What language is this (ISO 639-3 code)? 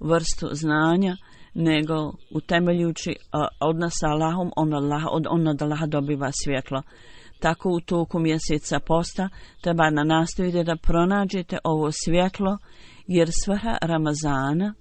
bos